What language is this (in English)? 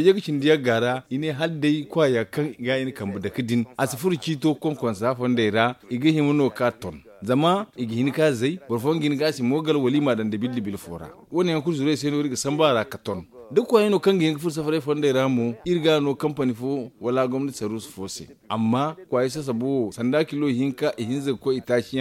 Zarma